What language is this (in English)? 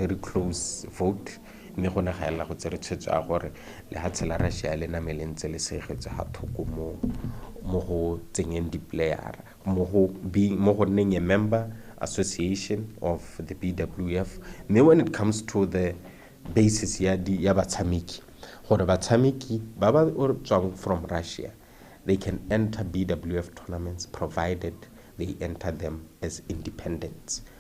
Tswana